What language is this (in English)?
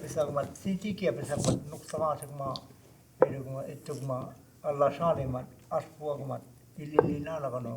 Choctaw